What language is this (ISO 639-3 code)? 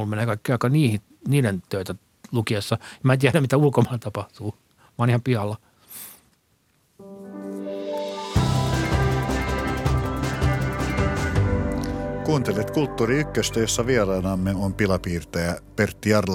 fin